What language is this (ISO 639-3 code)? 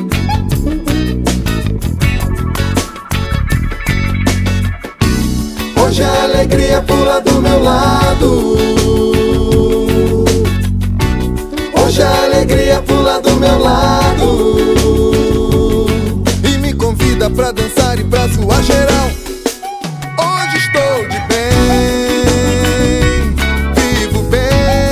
por